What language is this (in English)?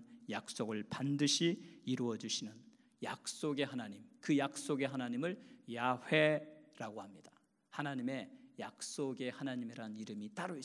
Korean